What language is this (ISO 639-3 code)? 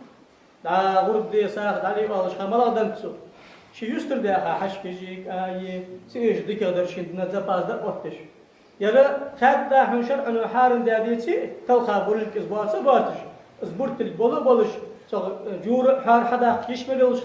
inh